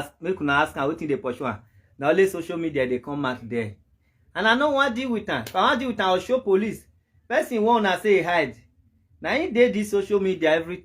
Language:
Nigerian Pidgin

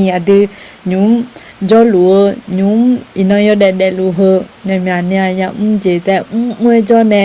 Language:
Akha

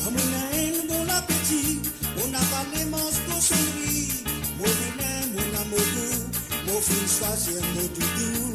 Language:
Morisyen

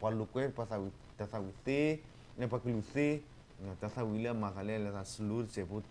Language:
S'gaw Karen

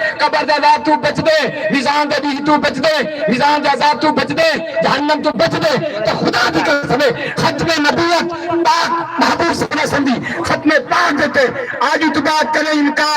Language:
Saraiki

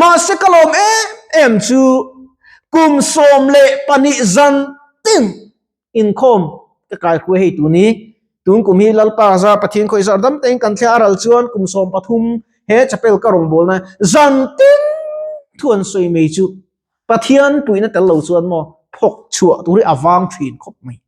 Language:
Mizo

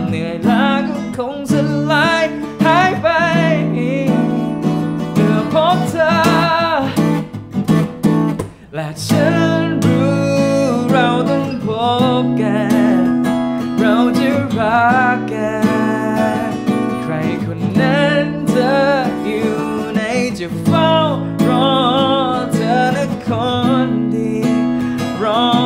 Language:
Thai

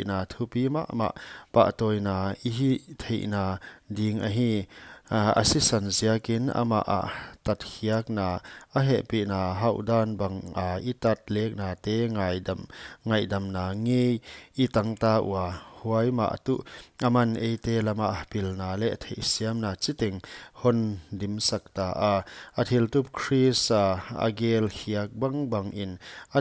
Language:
Paite Chin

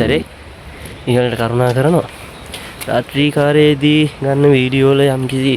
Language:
Sinhala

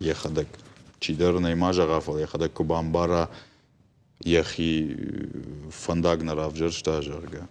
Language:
Ossetic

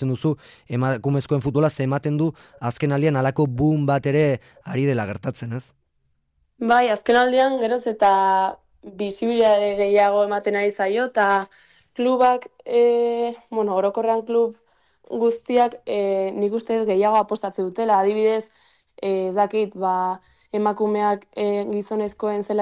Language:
Basque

